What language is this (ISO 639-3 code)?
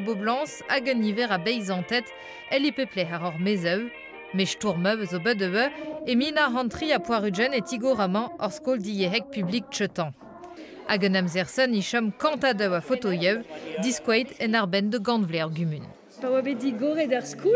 bre